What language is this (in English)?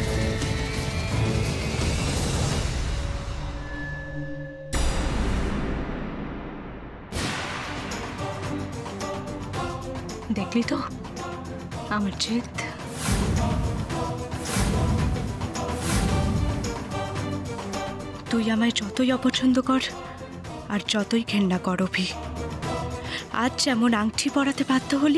Bangla